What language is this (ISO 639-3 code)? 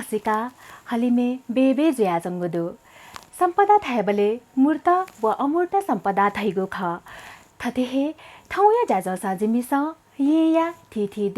new